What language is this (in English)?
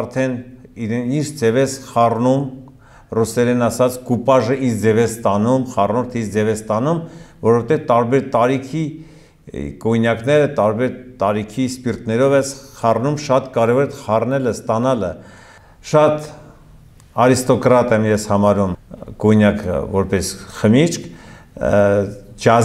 Armenian